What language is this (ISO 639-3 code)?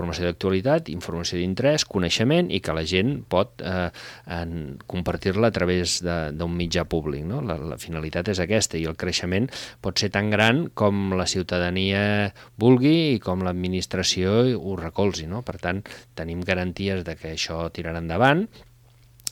cat